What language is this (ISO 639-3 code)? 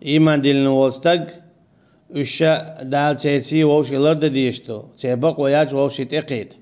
che